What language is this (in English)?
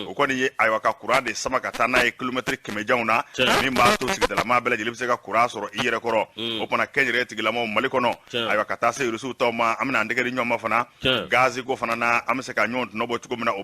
Bambara